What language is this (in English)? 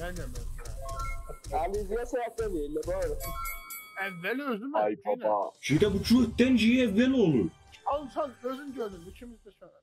South Azerbaijani